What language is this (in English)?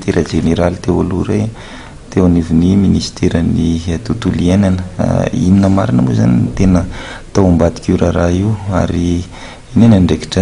Malagasy